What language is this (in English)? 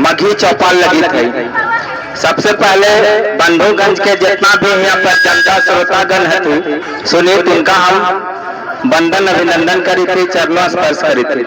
Magahi